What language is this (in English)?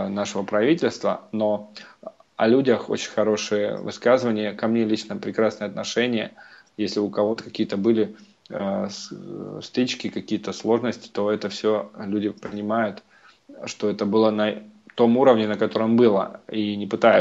Russian